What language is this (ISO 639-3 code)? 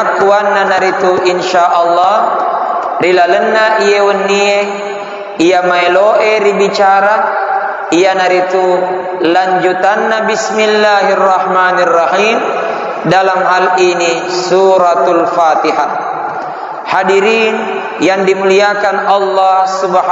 bug